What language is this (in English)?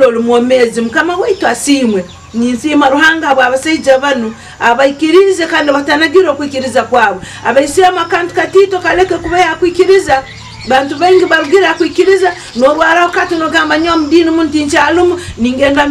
Nyankole